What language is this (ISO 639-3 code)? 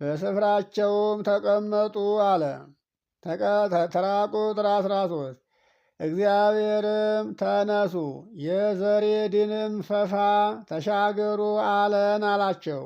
amh